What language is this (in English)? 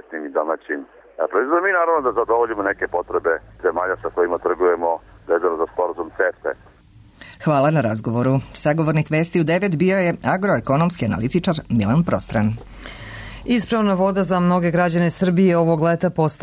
Serbian